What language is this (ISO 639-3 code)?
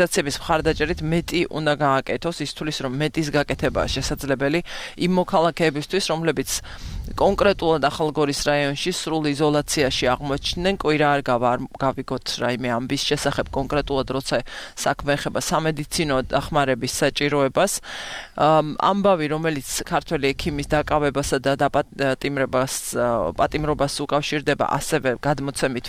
kat